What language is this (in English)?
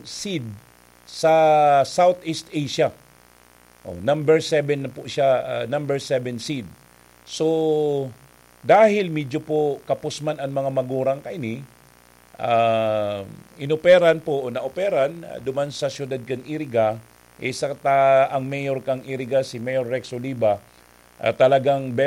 Bikol